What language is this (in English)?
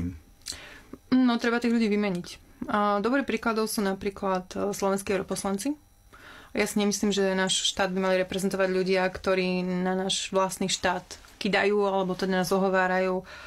Slovak